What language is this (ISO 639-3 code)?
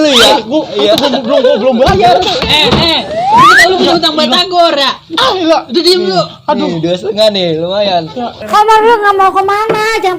bew